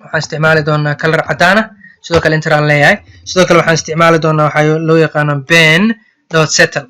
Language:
Somali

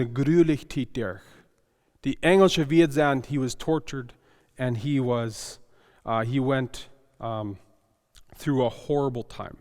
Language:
Plautdietsch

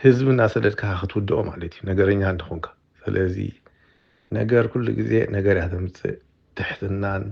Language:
Tigrinya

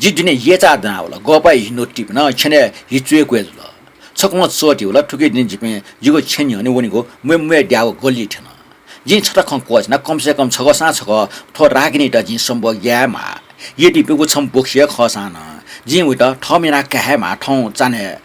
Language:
Newari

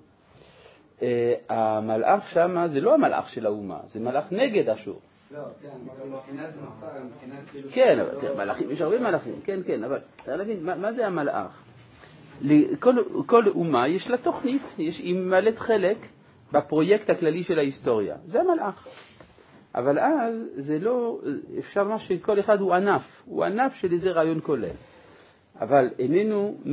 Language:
Hebrew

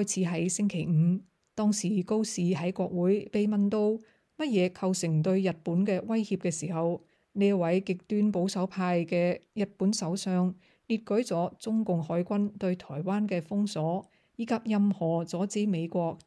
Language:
Cantonese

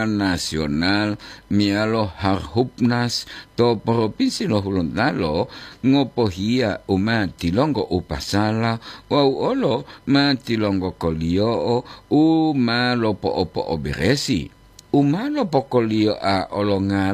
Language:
Gorontalo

